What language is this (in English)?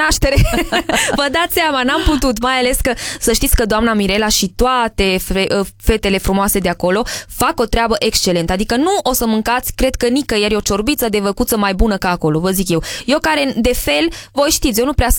Romanian